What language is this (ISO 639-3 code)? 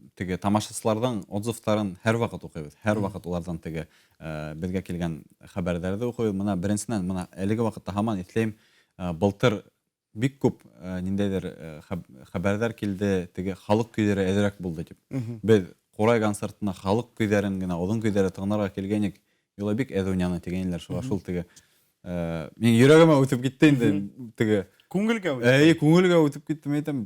bak